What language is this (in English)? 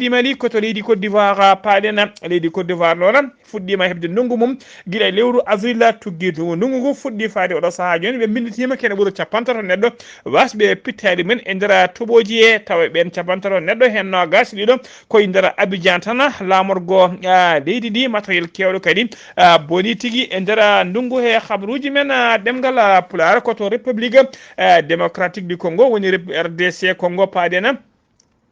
Fula